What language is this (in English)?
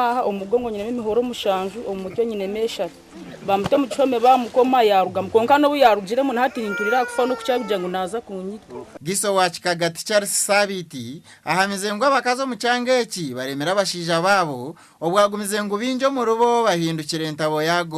Nyankole